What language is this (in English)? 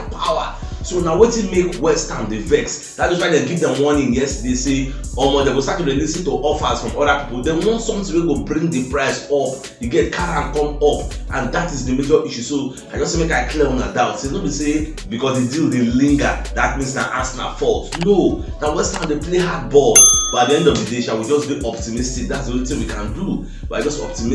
Nigerian Pidgin